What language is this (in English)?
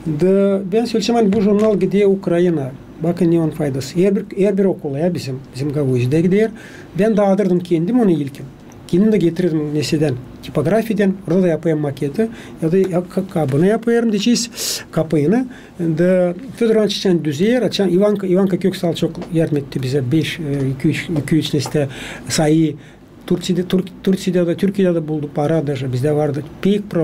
Gagauz